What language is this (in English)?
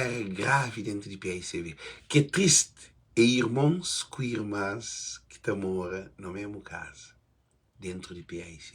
Kabuverdianu